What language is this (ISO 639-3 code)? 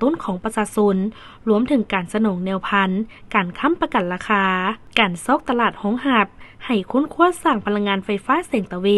lao